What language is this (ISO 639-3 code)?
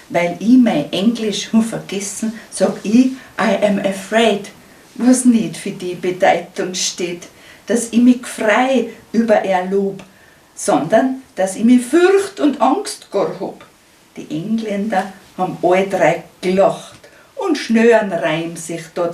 bar